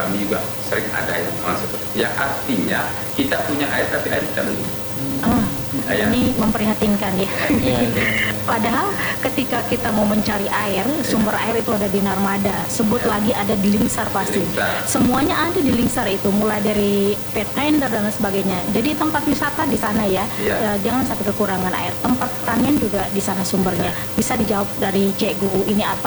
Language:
Indonesian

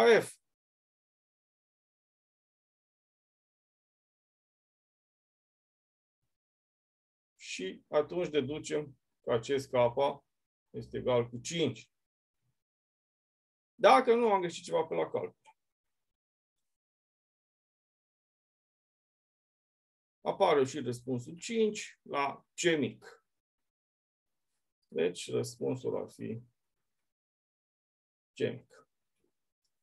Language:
Romanian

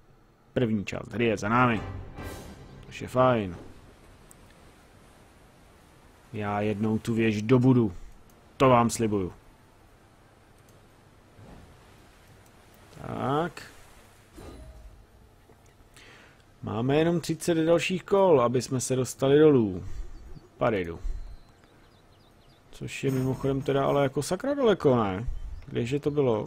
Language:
Czech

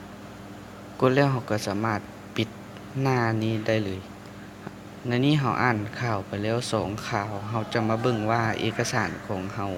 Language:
Lao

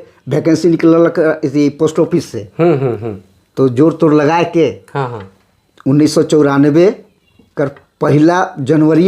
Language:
Sadri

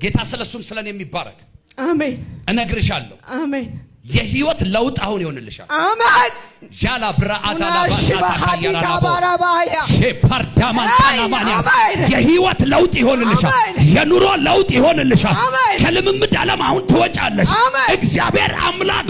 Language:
Amharic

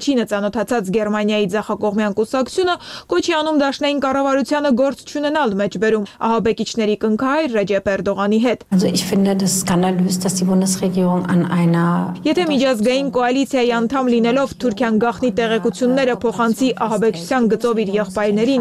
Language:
Armenian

